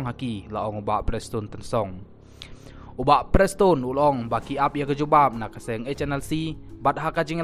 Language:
Khasi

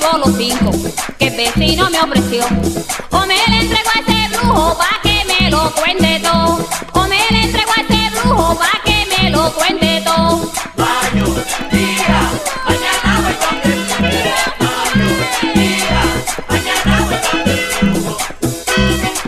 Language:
Spanish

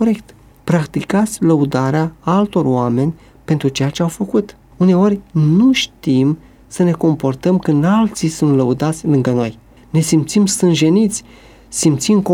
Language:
Romanian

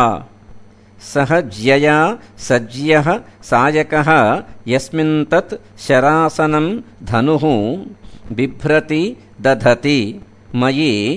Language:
Sanskrit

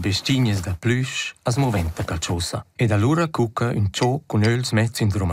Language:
Romansh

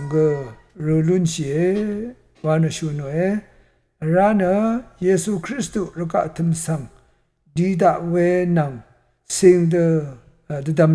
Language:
Rawang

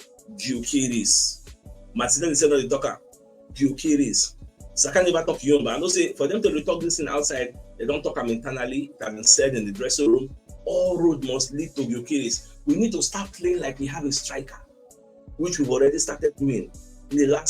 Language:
Nigerian Pidgin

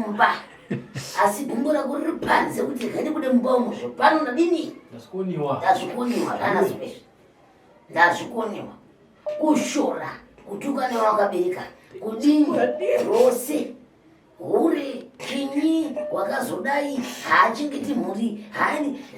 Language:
Shona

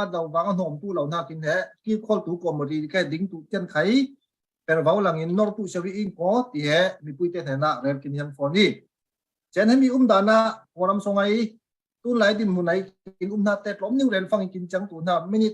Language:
Falam Chin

